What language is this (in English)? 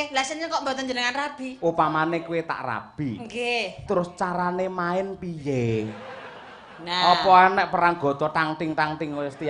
Javanese